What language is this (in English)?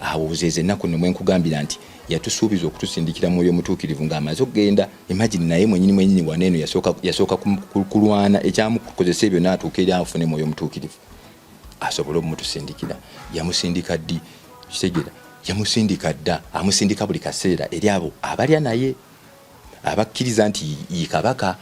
Ganda